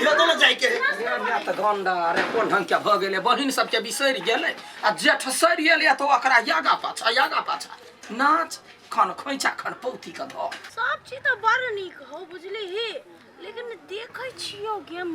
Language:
Maithili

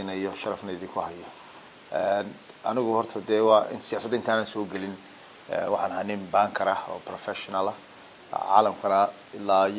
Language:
Somali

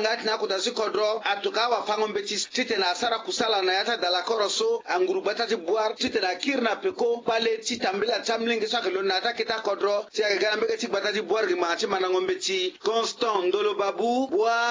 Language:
Sango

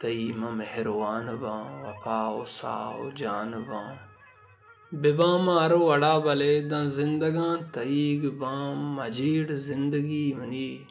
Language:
Baluchi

